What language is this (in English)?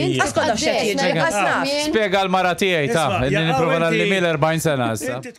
Maltese